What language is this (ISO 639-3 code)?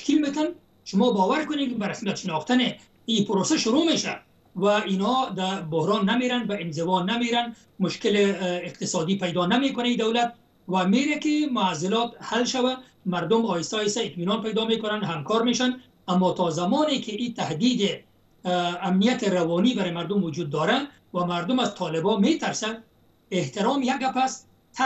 fas